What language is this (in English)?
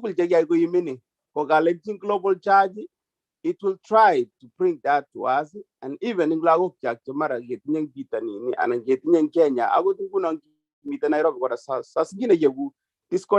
Kalenjin